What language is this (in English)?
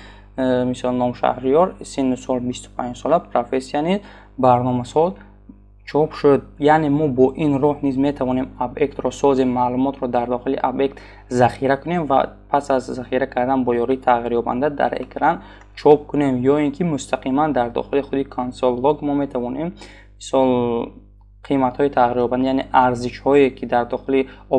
Tajik